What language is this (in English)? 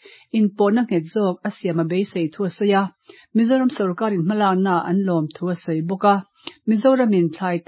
Mizo